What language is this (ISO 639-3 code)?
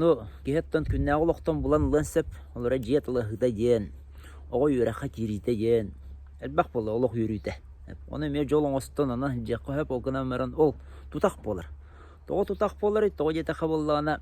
sah